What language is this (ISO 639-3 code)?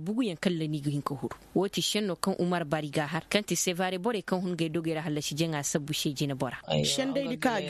ses